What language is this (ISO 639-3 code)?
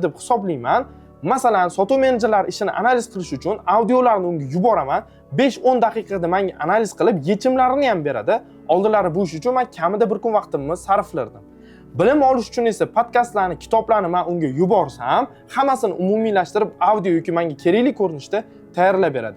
uzb